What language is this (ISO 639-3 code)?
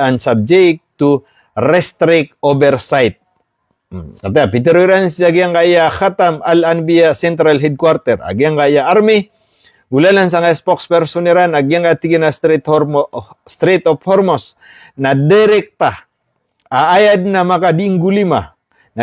mrw